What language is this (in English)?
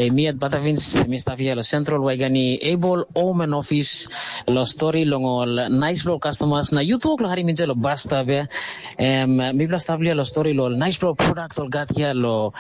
Tok Pisin